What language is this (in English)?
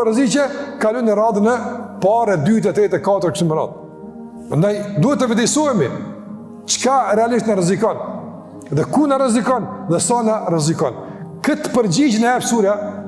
Albanian